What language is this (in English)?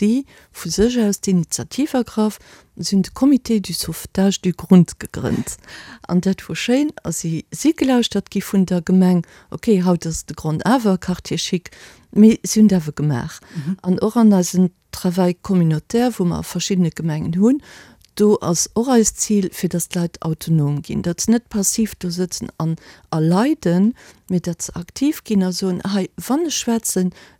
Luxembourgish